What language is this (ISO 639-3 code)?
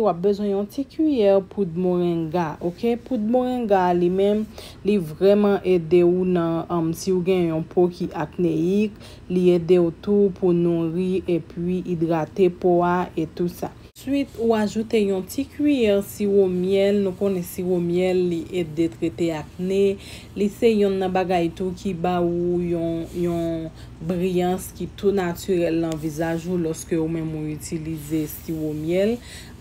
hat